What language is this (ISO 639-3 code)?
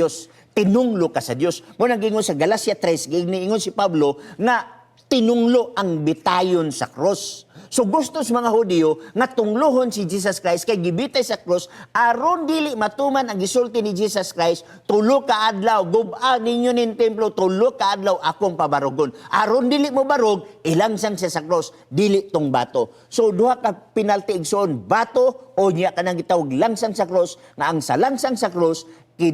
ceb